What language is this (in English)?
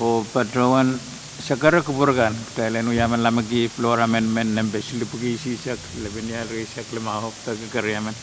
Pohnpeian